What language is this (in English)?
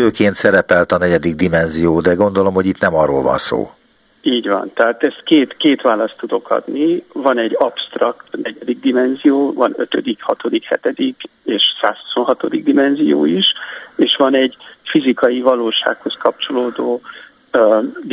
Hungarian